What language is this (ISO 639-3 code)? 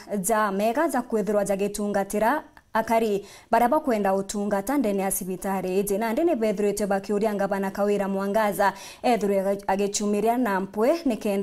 mer